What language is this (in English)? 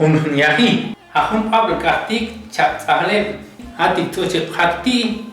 Chuj